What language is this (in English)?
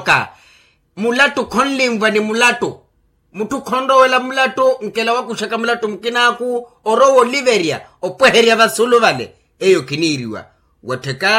Makhuwa